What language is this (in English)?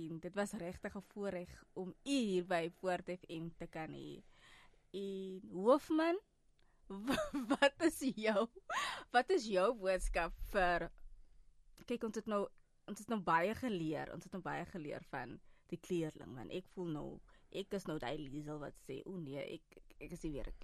Afrikaans